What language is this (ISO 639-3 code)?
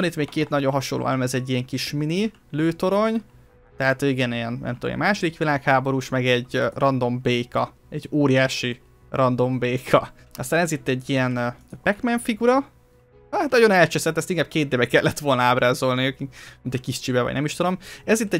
hun